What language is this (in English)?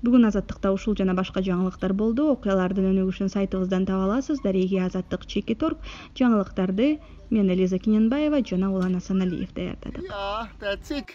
Kyrgyz